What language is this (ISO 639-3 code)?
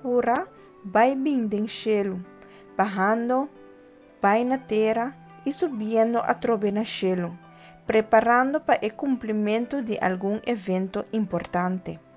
pap